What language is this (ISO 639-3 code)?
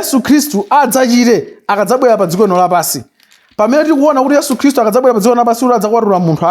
nya